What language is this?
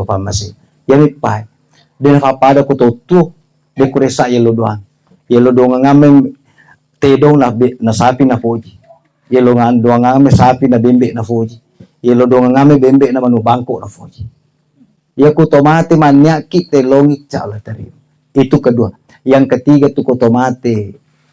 Buginese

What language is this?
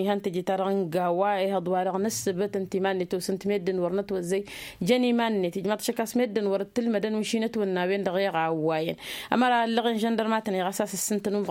Tamasheq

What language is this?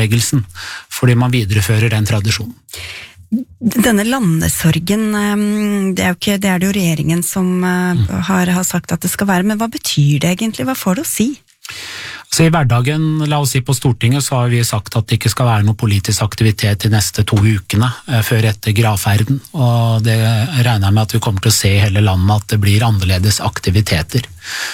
Norwegian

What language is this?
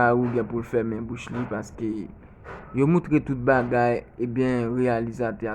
Haitian Creole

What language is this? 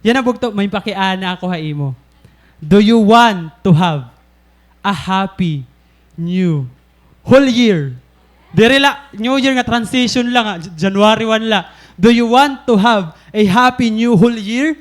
Waray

